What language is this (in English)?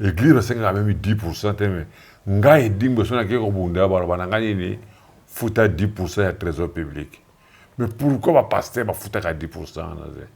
Lingala